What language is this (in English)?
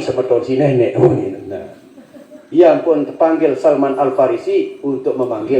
Sasak